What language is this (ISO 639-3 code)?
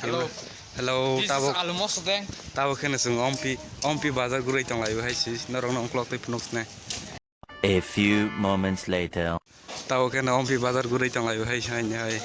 trp